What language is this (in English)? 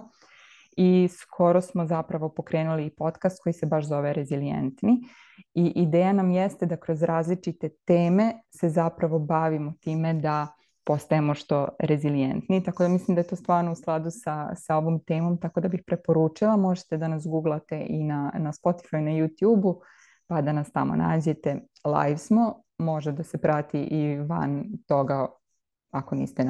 Serbian